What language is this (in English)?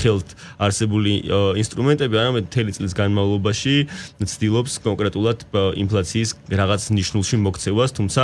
Georgian